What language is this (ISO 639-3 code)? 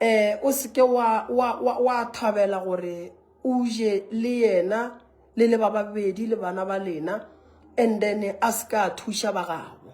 nso